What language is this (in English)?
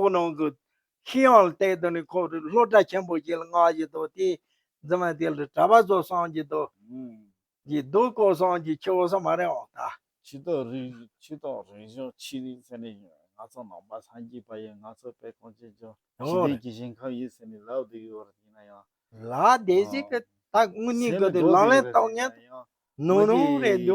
Tibetan